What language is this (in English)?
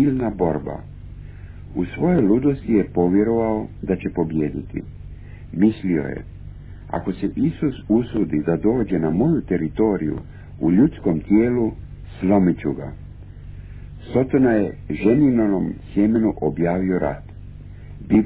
Croatian